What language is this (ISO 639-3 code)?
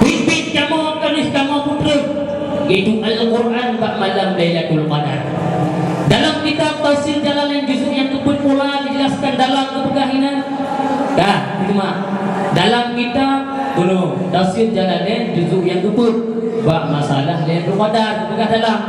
ace